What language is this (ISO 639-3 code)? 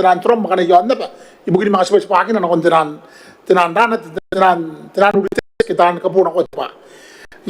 gil